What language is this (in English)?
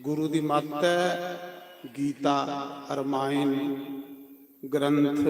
Dogri